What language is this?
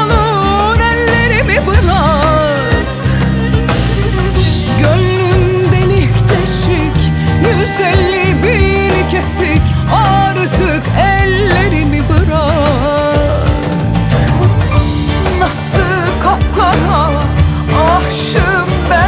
Turkish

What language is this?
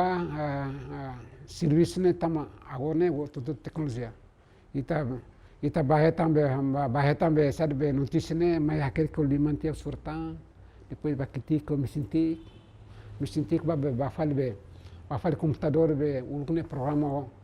Tetum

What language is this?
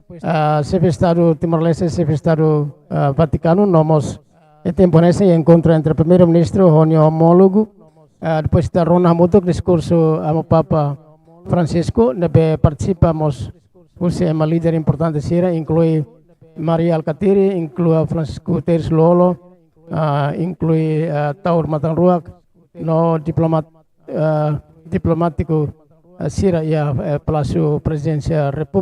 Tetum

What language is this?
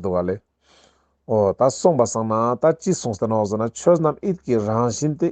Ladakhi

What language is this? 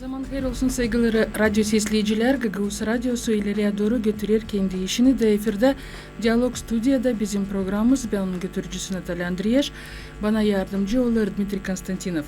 Gagauz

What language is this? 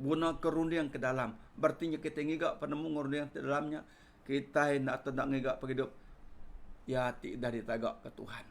Iban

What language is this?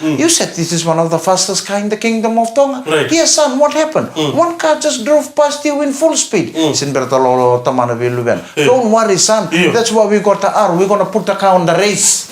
Fijian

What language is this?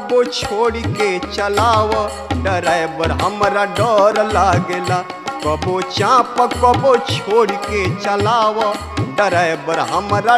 Bhojpuri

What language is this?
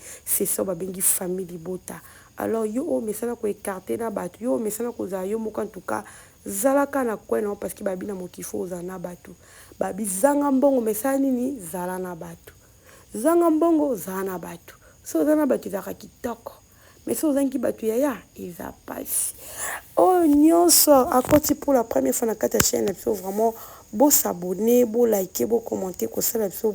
Lingala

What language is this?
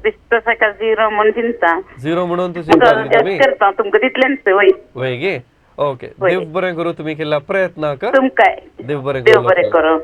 Konkani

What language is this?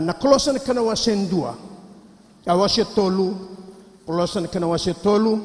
Fijian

